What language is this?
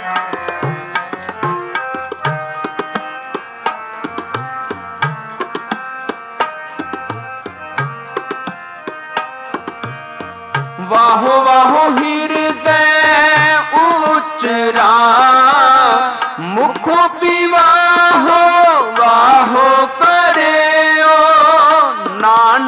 Punjabi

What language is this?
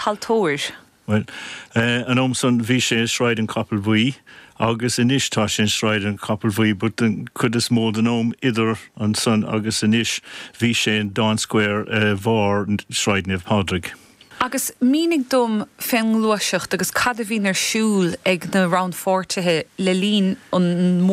Irish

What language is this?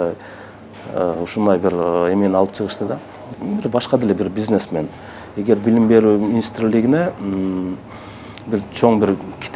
Kyrgyz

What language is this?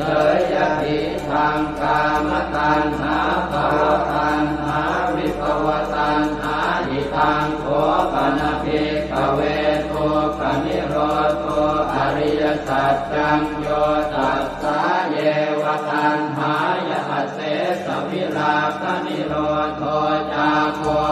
Pali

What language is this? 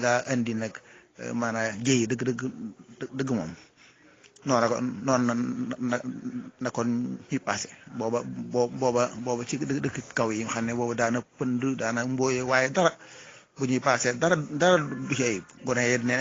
Wolof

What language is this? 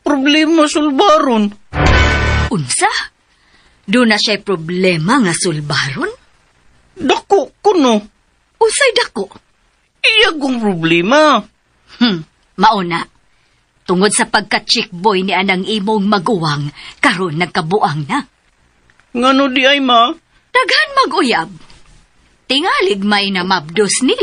Cebuano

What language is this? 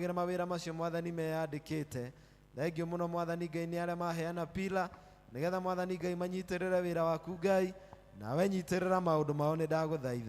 Kikuyu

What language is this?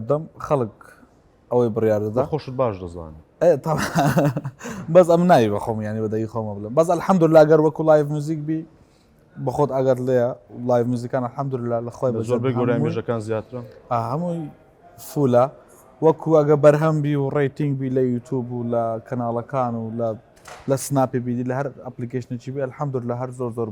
Central Kurdish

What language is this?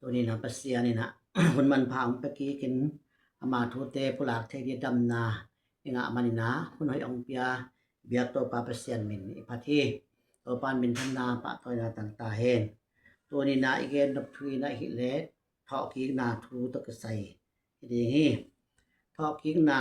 Tedim Chin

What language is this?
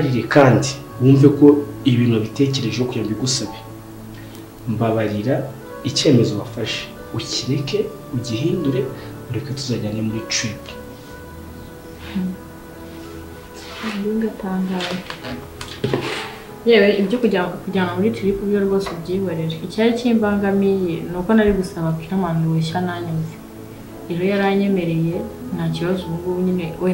Kinyarwanda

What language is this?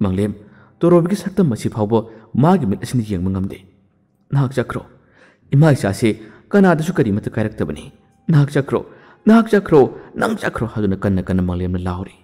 Manipuri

